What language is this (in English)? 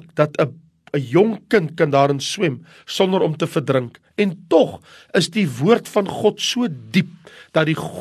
Afrikaans